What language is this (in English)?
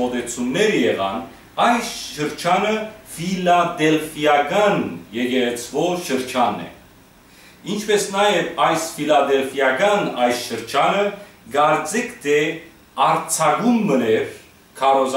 Western Armenian